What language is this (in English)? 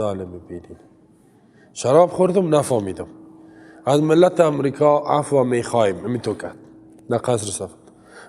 Persian